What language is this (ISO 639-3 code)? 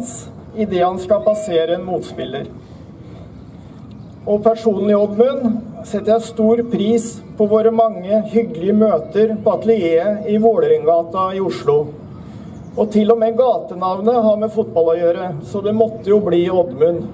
nor